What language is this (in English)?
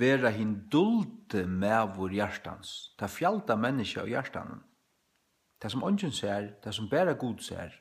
Faroese